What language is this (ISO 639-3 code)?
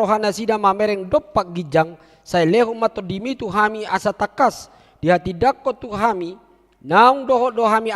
bbc